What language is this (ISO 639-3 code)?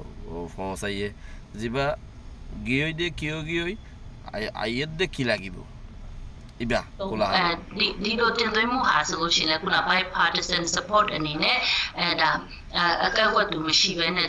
rhg